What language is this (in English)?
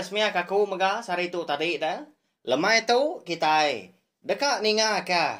Iban